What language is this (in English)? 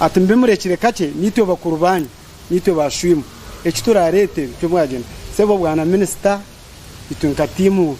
Nyankole